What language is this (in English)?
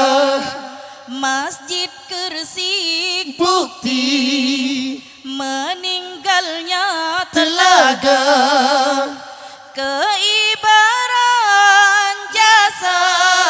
Malay